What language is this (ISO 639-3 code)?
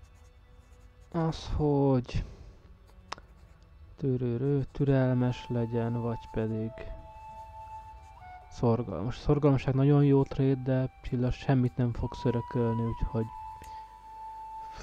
hun